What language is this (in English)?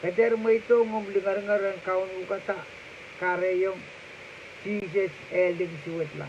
Pohnpeian